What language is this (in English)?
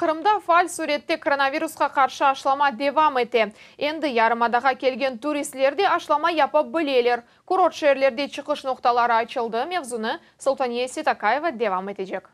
Crimean Tatar